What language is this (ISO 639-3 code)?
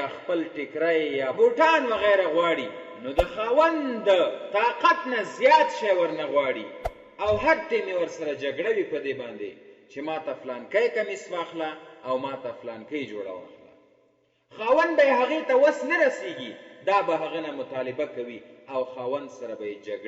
pus